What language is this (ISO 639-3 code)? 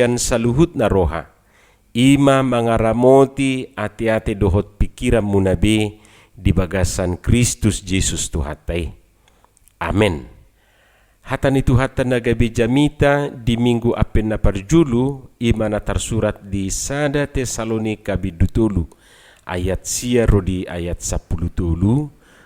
bbc